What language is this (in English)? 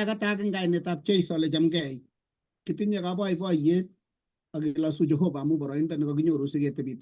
Kalenjin